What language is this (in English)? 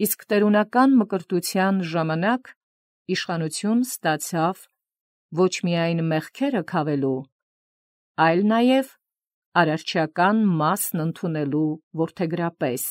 Armenian